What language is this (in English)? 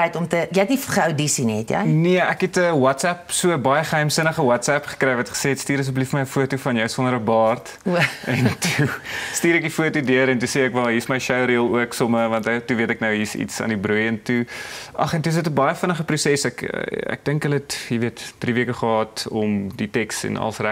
Afrikaans